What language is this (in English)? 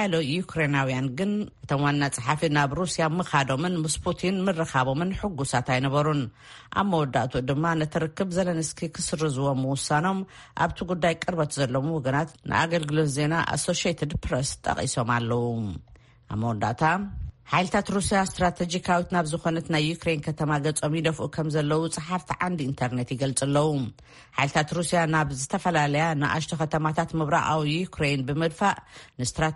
Tigrinya